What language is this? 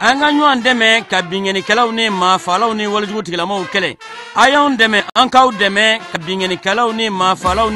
Bambara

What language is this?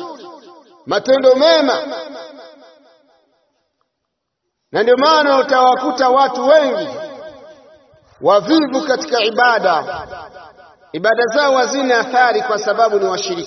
Swahili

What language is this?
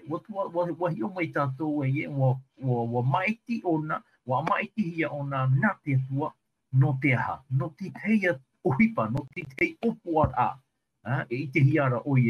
Tahitian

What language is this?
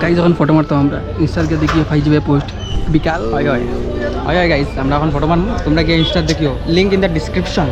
Sylheti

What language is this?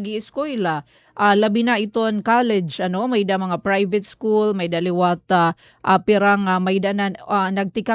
Waray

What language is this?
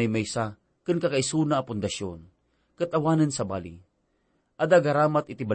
Iloko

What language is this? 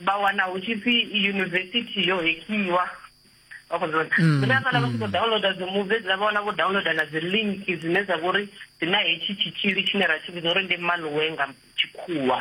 Venda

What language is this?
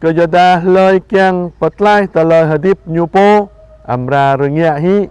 Jarai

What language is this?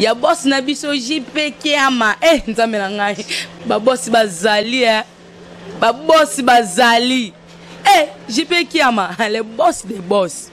Lingala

